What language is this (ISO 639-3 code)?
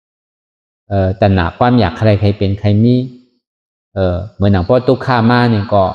shn